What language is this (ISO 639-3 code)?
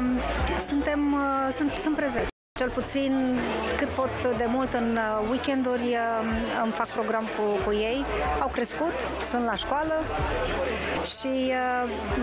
ron